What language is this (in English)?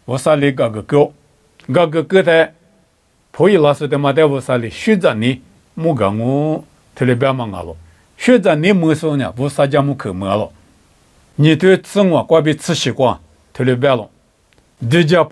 Lisu